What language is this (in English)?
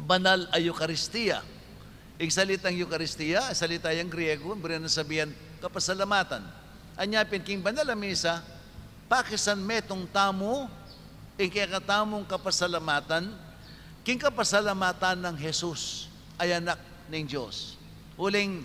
Pampanga